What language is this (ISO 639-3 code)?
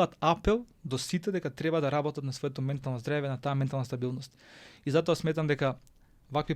mkd